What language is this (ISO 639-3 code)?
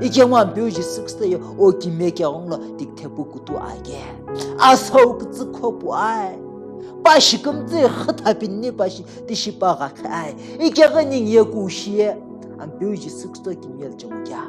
nsm